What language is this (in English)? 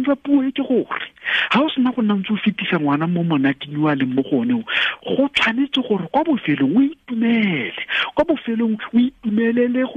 Tswana